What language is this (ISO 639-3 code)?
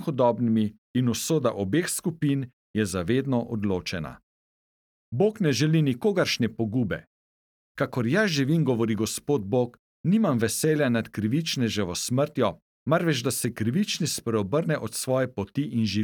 slv